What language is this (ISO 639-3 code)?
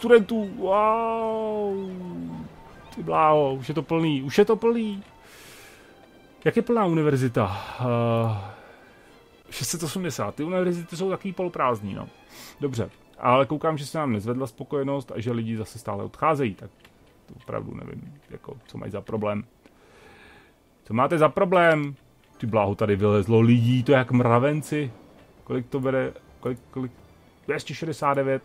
ces